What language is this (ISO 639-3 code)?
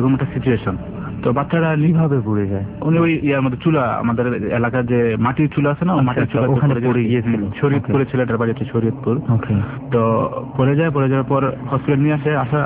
ben